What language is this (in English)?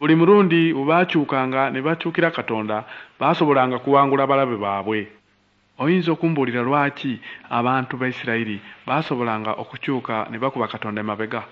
Ganda